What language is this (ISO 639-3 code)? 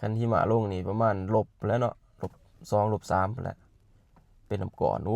lao